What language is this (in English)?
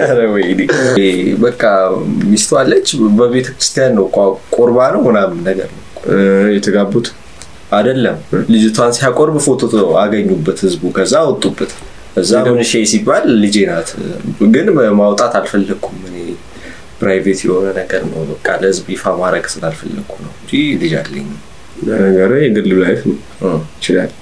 Amharic